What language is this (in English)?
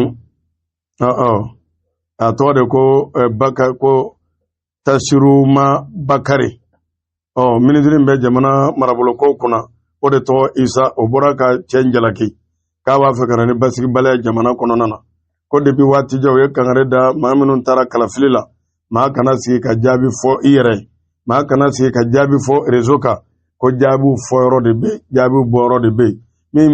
Bambara